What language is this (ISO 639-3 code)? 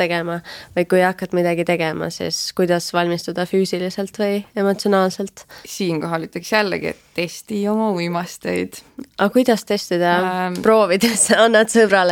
est